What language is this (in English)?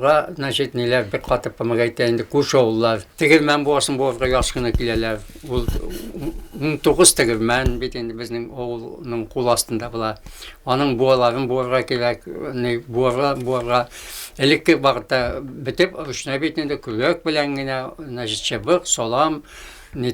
Bashkir